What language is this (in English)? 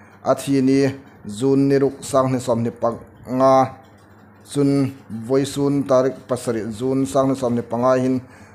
Hmar